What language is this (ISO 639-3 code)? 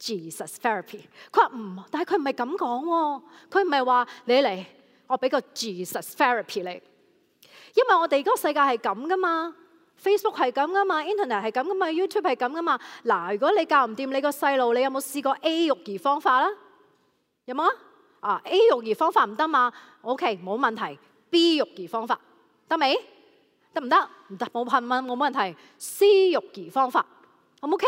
yue